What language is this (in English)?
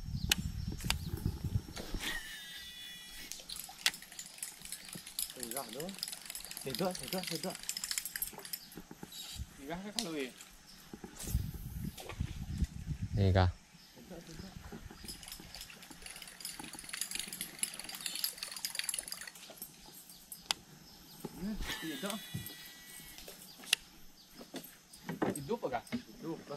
Malay